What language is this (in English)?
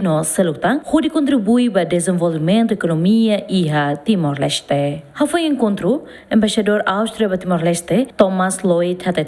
Tetum